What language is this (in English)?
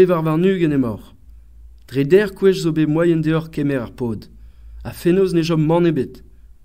Breton